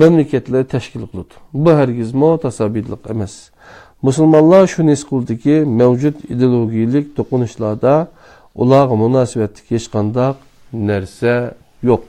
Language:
Uyghur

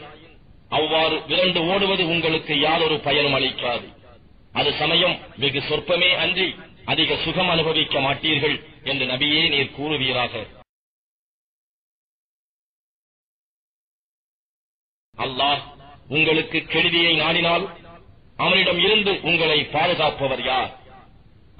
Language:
Tamil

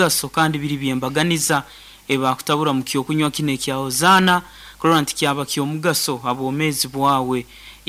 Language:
Nyankole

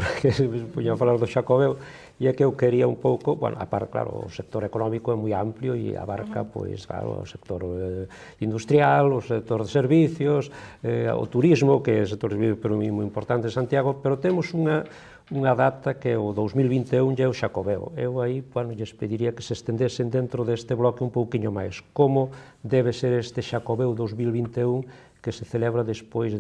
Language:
Galician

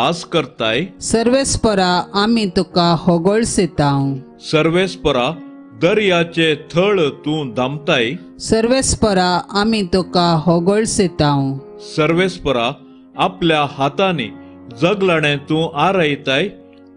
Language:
Konkani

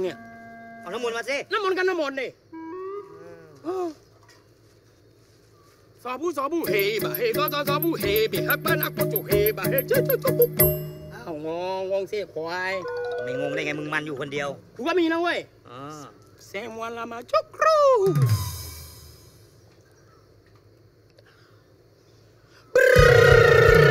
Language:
Thai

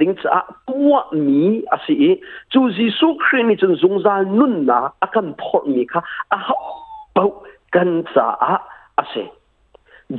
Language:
Hakha Chin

